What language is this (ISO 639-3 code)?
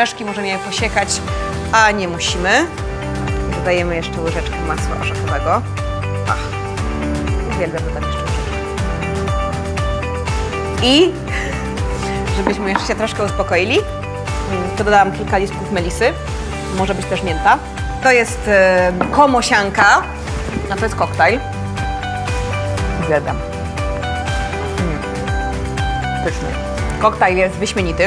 pol